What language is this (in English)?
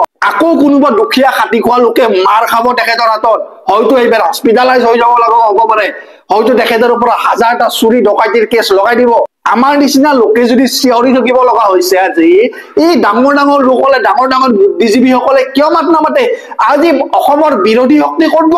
Assamese